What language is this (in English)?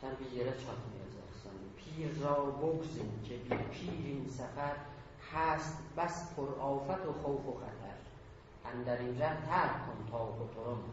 South Azerbaijani